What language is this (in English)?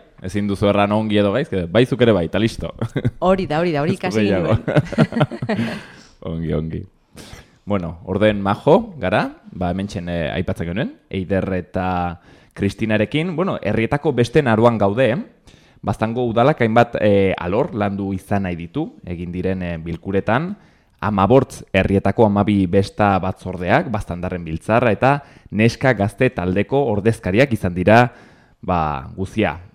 Basque